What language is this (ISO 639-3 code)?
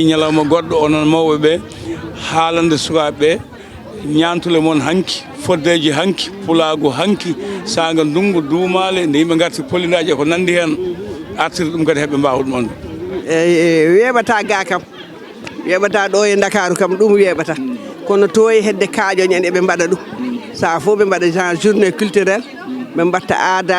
ful